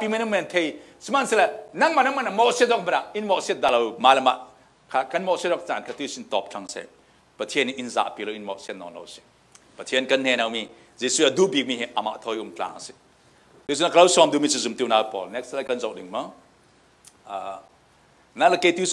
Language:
Falam Chin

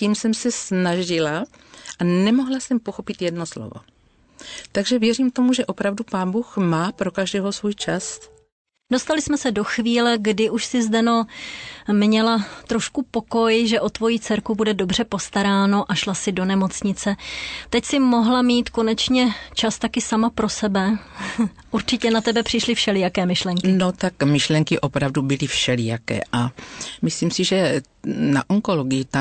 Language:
Czech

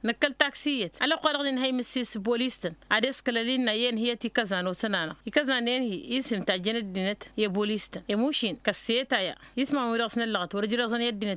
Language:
Tamasheq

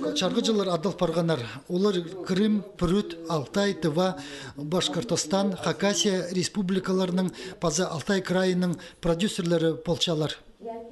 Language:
Khakas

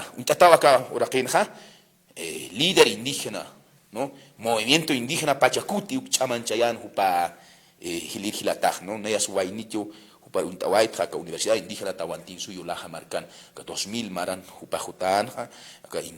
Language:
Aymara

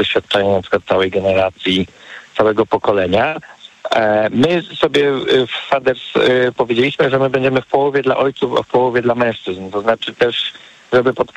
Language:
Polish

